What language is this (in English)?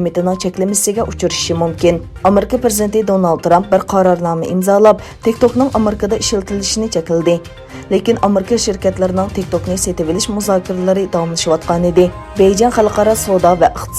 Uyghur